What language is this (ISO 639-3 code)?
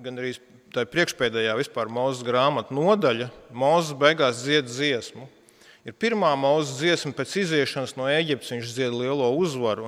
lav